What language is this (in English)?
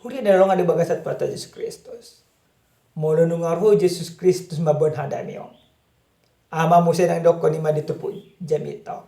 Batak Toba